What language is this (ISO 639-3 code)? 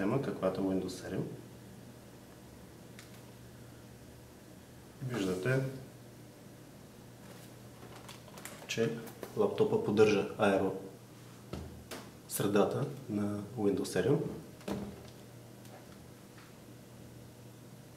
bul